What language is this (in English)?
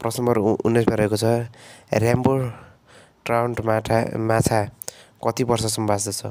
Nepali